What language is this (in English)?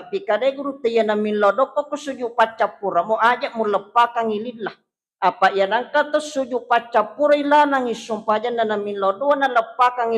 Buginese